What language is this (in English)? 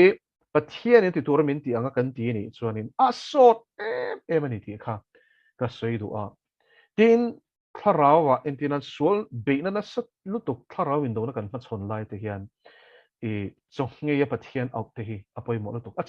Mizo